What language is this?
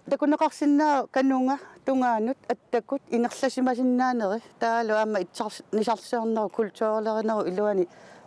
Kalaallisut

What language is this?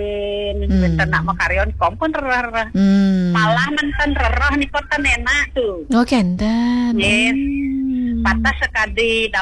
Balinese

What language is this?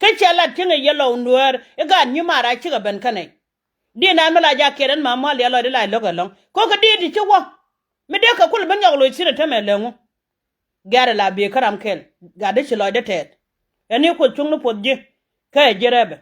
Nuer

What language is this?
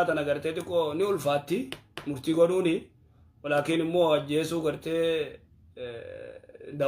Oromo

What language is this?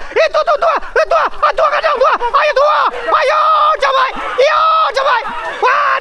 Minangkabau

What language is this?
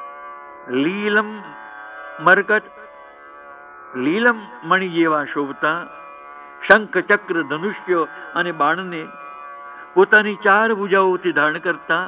Gujarati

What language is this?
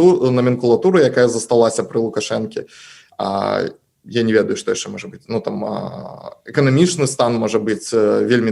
Belarusian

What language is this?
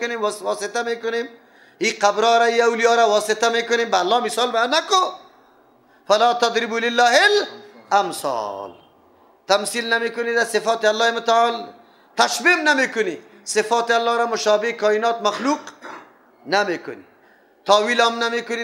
Persian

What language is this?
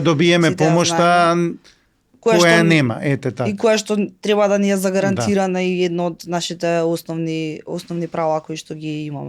Macedonian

